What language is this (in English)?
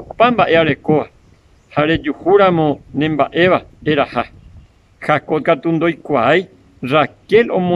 Guarani